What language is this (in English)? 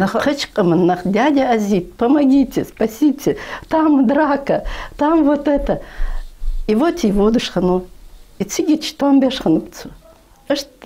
Ingush